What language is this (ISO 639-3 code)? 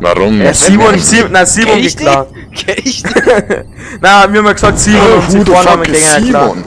bar